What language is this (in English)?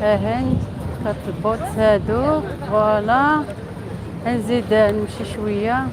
Algerian Arabic